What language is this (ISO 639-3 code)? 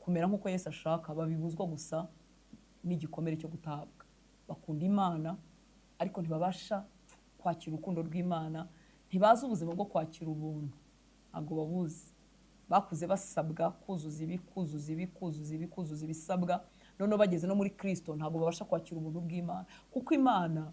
kin